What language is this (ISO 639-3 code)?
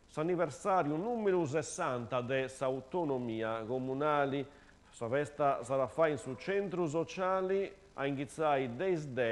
srd